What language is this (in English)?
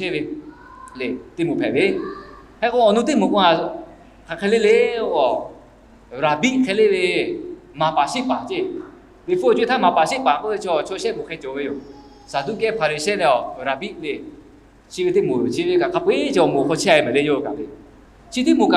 Lahu